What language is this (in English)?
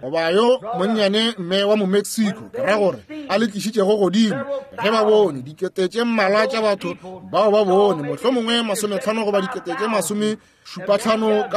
Northern Sotho